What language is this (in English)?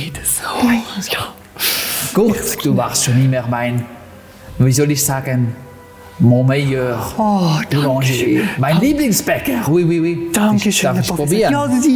Swiss German